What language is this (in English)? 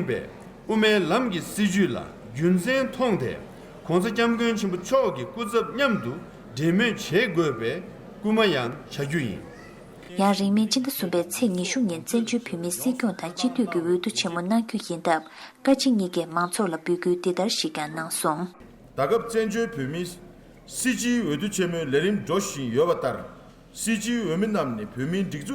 Tibetan